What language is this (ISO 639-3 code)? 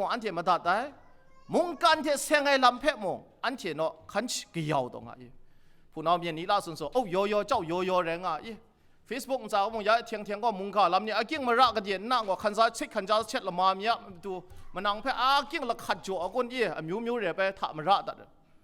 kac